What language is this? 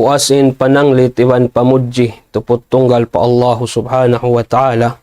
Tausug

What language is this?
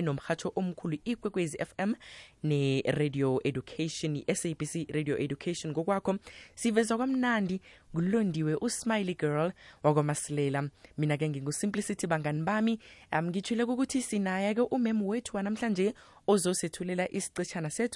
South Ndebele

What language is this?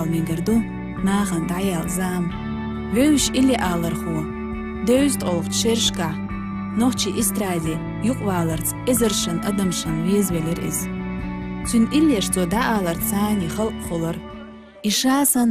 Chechen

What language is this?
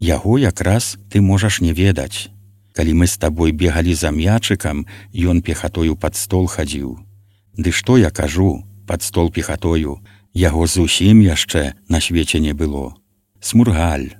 Belarusian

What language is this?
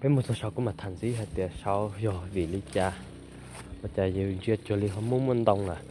Hmong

